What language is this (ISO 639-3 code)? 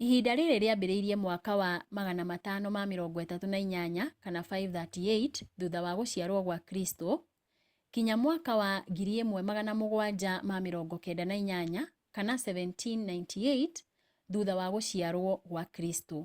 kik